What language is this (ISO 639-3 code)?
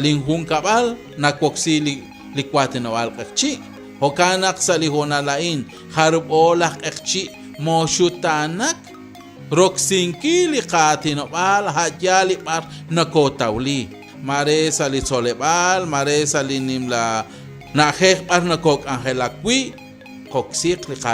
kek